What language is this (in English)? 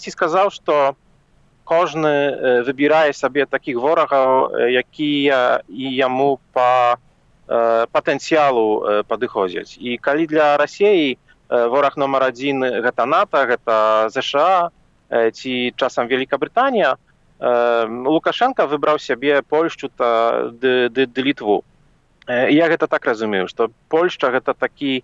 Belarusian